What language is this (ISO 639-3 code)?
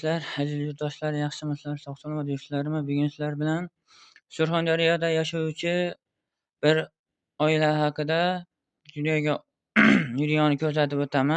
uzb